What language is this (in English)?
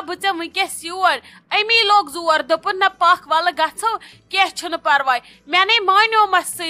Kashmiri